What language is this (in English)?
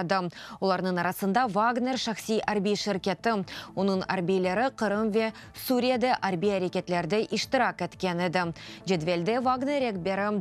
Crimean Tatar